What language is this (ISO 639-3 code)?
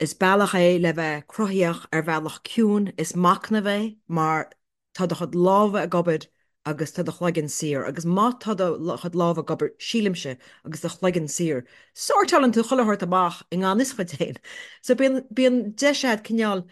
gle